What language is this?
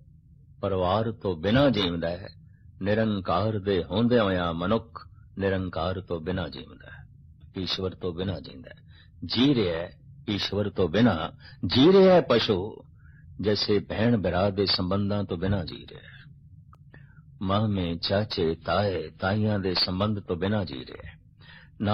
Punjabi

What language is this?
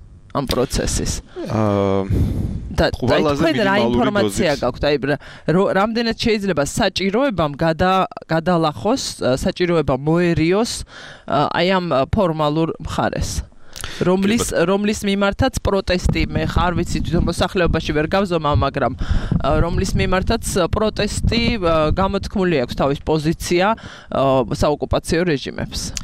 Georgian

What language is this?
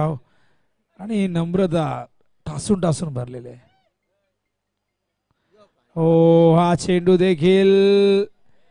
Marathi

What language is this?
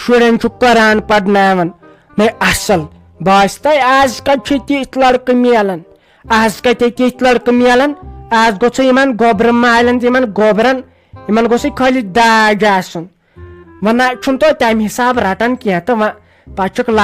Kashmiri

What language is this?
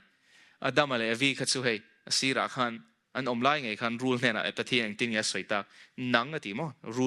Mizo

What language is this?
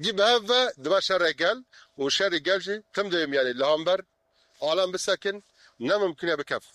Kurdish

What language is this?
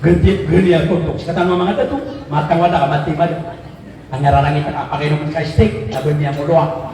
Maranao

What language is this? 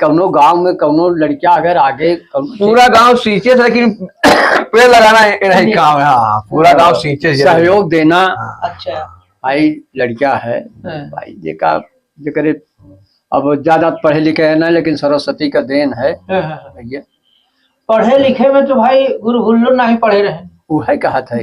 Awadhi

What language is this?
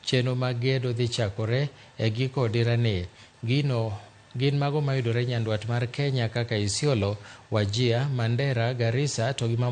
Luo (Kenya and Tanzania)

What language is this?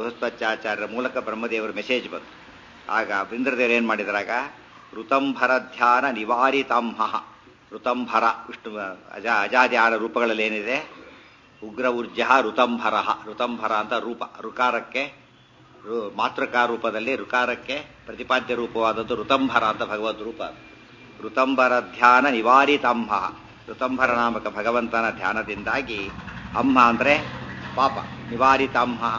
Kannada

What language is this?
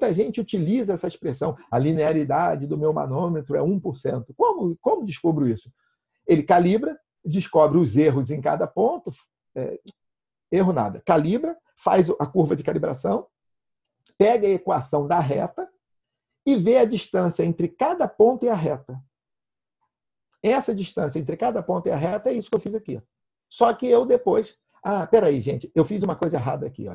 Portuguese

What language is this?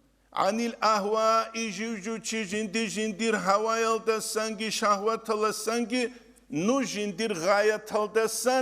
Avaric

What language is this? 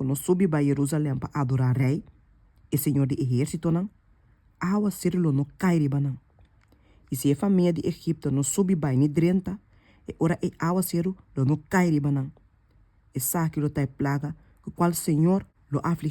Papiamento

